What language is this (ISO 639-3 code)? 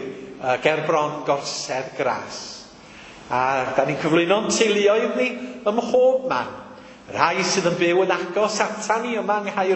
cym